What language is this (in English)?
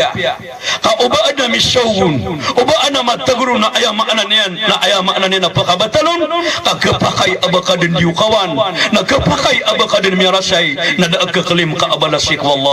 Maranao